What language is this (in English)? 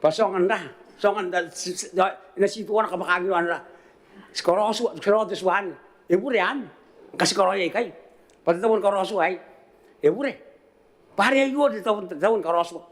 Gilbertese